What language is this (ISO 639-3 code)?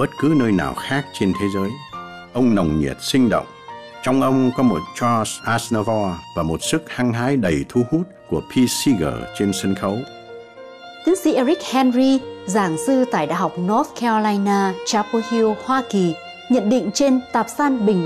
vie